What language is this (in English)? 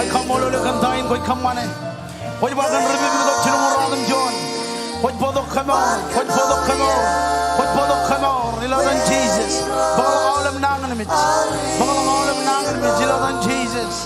Marshallese